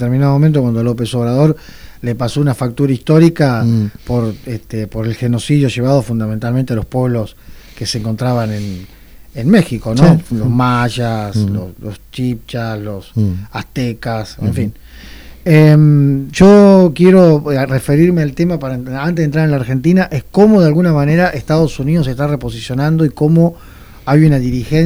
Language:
Spanish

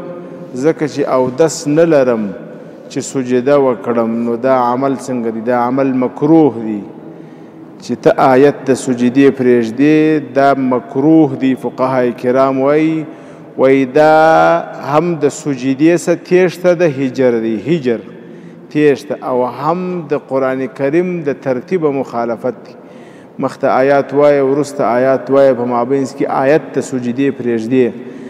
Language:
Pashto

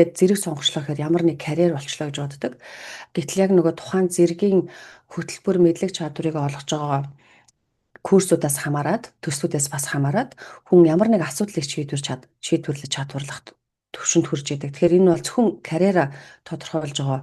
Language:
Mongolian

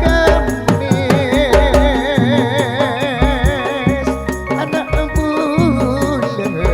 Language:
Madurese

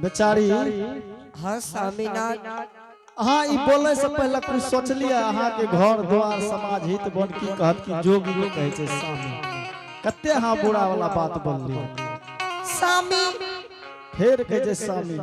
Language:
Angika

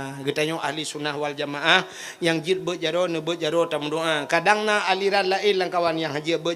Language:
Achinese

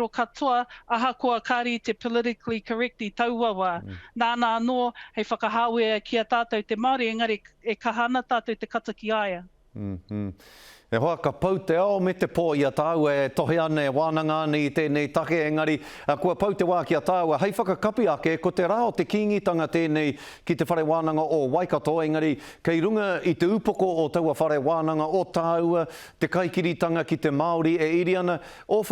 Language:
Māori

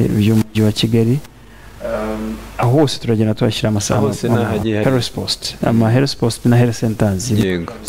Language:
Kinyarwanda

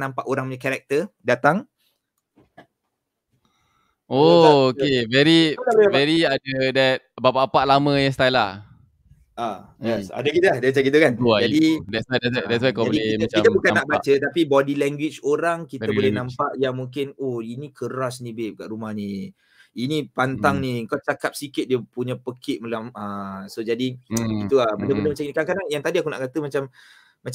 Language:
Malay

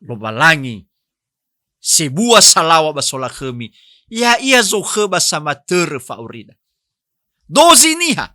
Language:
Nias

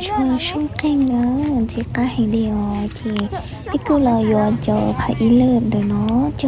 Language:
Hmong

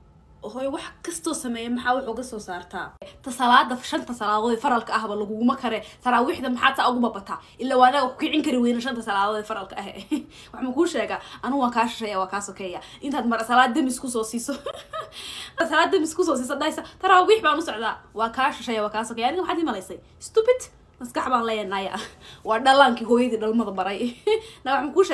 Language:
Somali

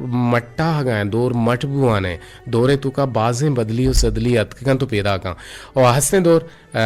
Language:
Eastern Balochi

